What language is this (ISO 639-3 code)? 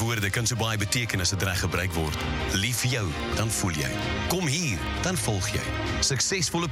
afr